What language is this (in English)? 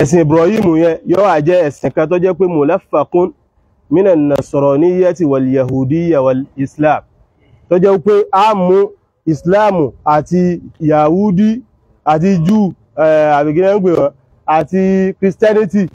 Yoruba